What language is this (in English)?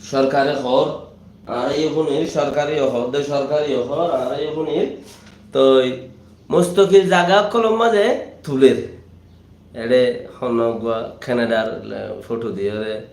Rohingya